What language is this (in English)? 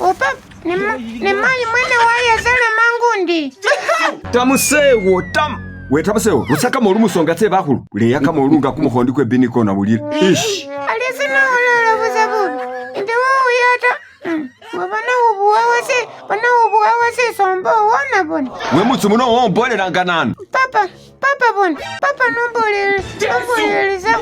Masaaba